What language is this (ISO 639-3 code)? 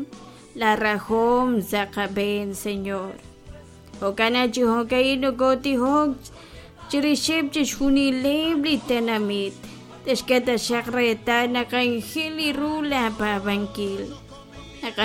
kek